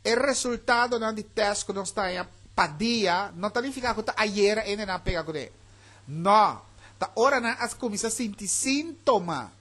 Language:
Papiamento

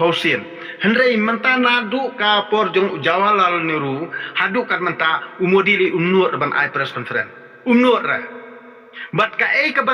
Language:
Khasi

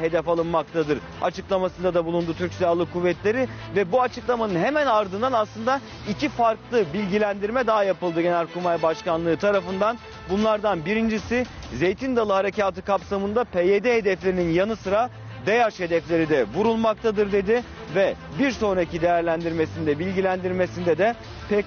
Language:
Turkish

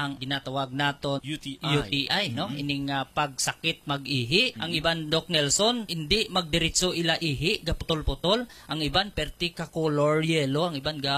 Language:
Hiligaynon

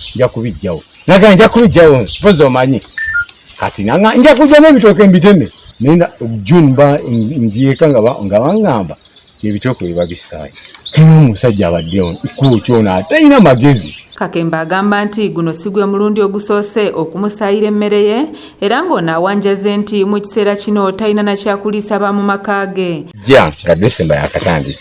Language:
Ganda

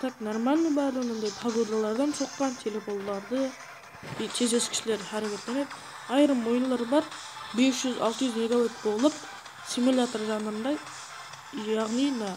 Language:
Kara-Kalpak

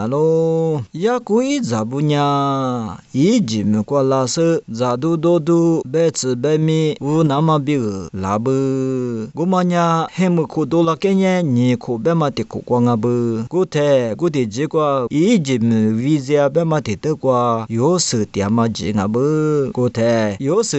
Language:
Lisu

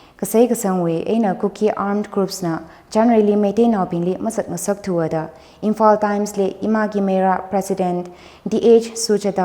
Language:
Tangkhul Naga (India)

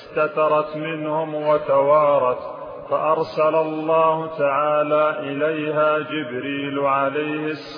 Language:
Arabic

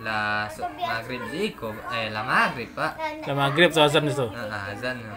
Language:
Minangkabau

